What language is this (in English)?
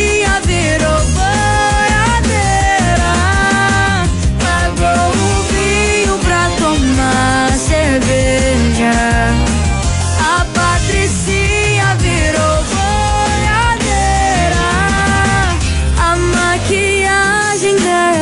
Portuguese